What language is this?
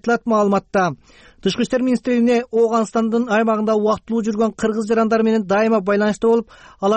Kyrgyz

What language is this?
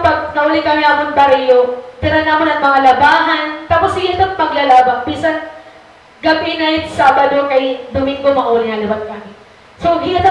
Waray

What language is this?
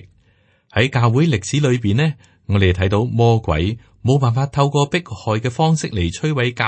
Cantonese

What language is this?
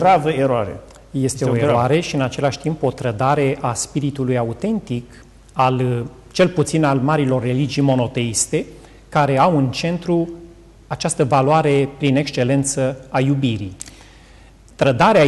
Romanian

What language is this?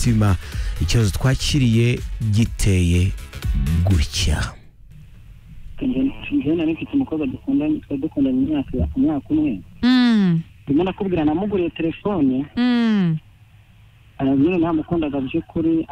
Kinyarwanda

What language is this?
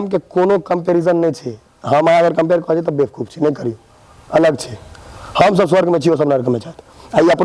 Maithili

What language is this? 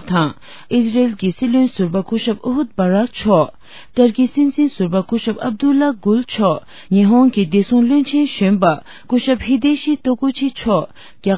Tibetan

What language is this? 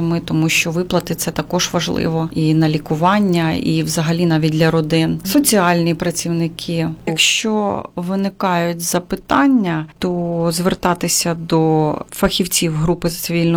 Ukrainian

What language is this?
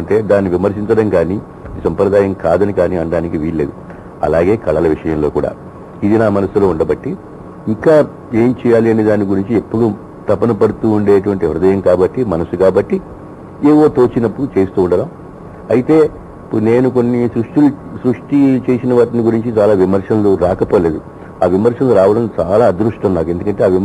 Telugu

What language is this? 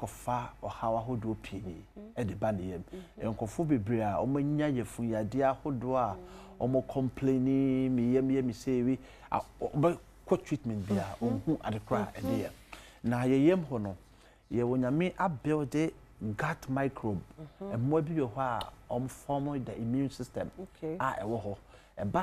Akan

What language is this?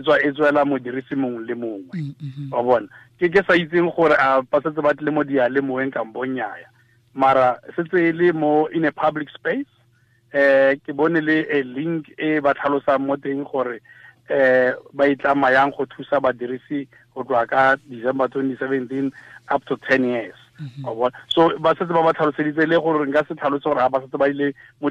Tswana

